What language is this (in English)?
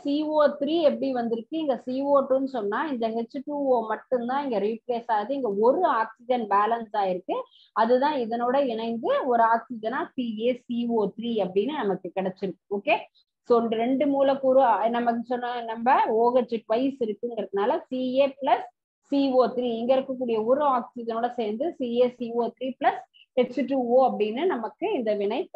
Tamil